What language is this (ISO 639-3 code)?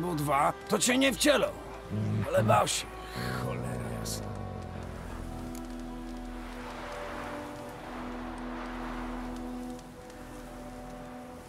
pol